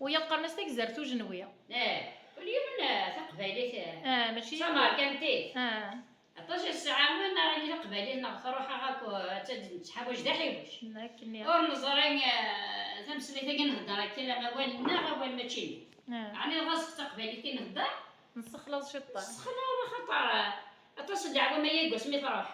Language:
Kabyle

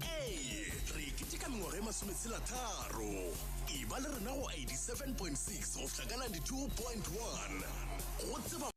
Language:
Tswana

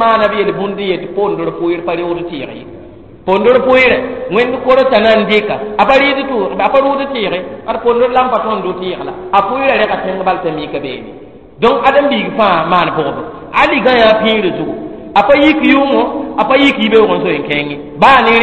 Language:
Mossi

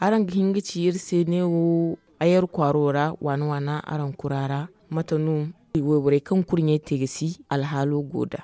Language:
Zarma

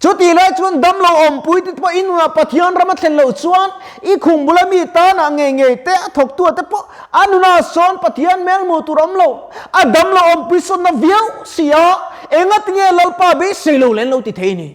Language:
Mizo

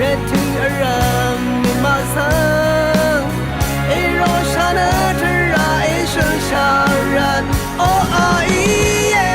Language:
Rawang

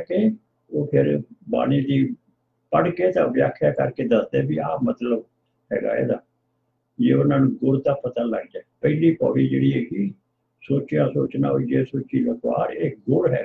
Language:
Punjabi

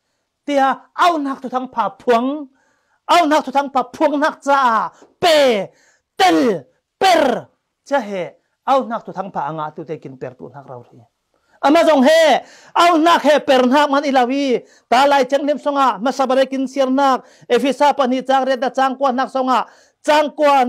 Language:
Falam Chin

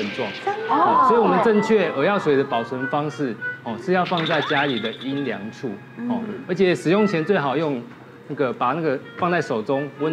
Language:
Chinese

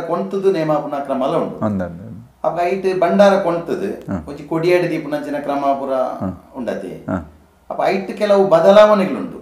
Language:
Tulu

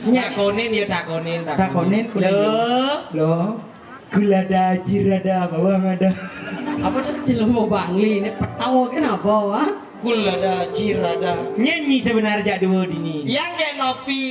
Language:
Balinese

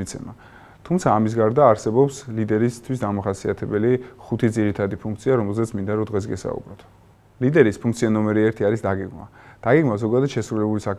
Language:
Georgian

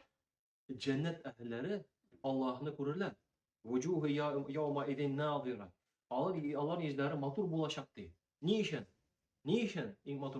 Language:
Tatar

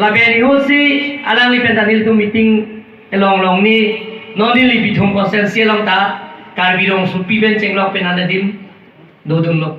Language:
Karbi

